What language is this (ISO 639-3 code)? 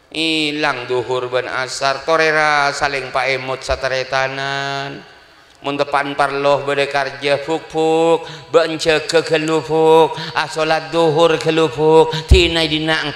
mad